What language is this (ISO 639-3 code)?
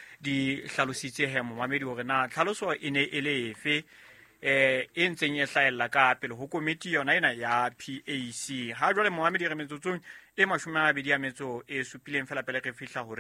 sot